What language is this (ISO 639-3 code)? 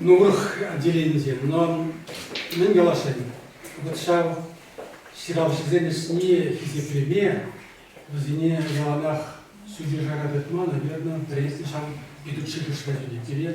chv